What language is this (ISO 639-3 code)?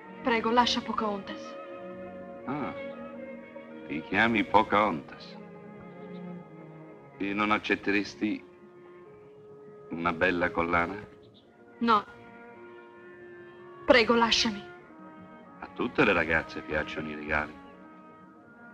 ita